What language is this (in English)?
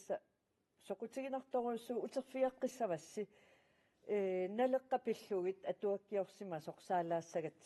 Kalaallisut